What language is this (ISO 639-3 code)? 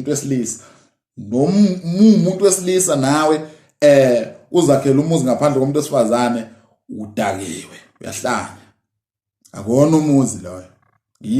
zul